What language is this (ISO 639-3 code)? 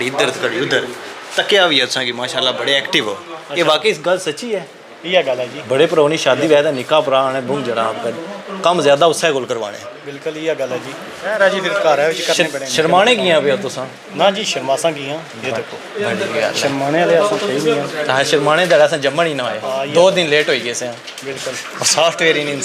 phr